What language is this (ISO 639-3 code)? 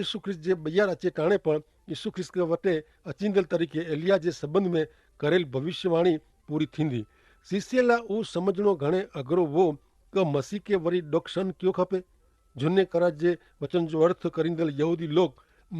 kfr